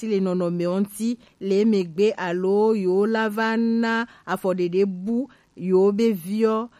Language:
Gen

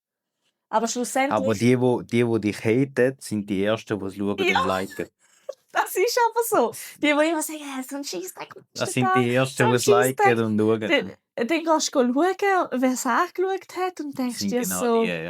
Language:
Swiss German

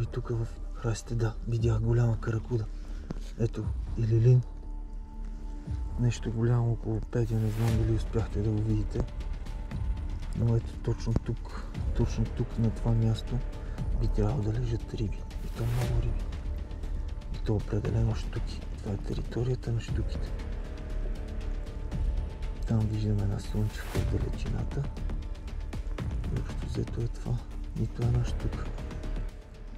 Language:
Bulgarian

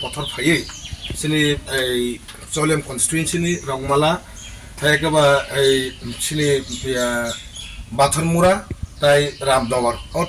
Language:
Riang (India)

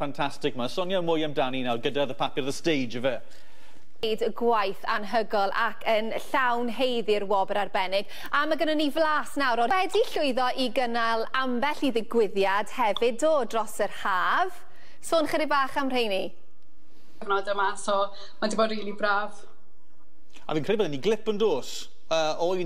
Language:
Welsh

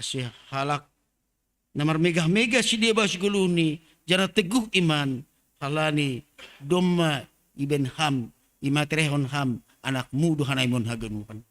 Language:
Batak Simalungun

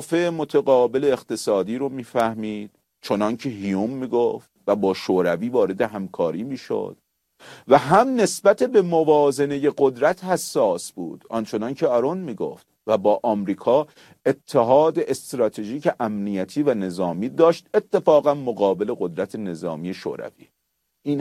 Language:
Persian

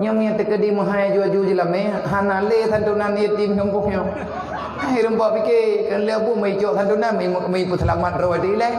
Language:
Achinese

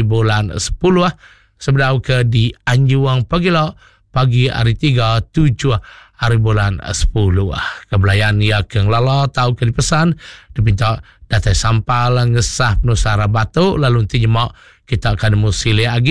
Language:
Iban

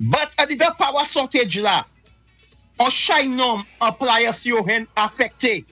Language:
Saint Lucian Creole French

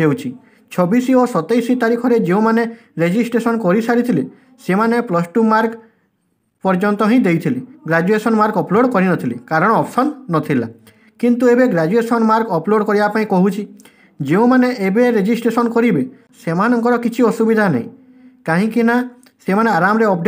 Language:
Odia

